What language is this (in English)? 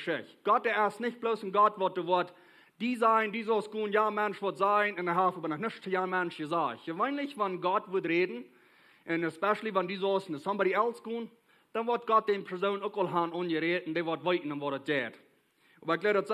Plautdietsch